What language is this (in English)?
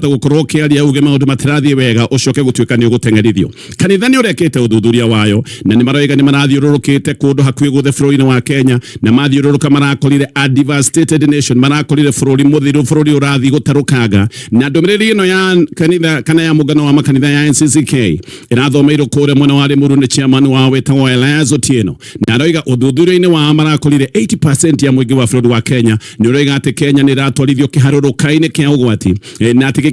Kikuyu